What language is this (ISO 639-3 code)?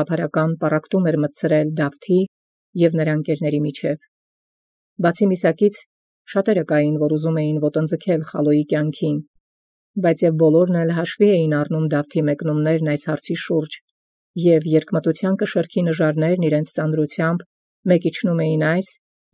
hye